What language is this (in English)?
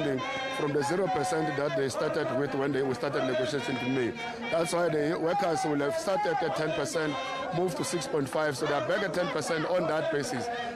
English